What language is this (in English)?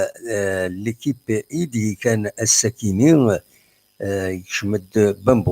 Kabyle